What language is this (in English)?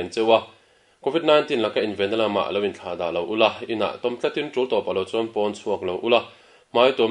Mizo